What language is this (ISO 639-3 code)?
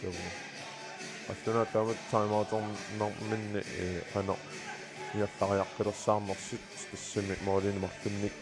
kal